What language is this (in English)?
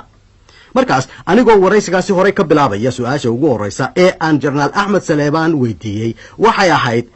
Somali